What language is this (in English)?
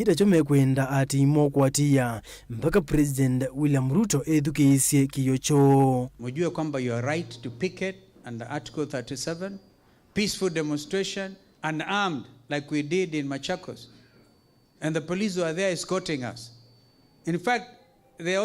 Kamba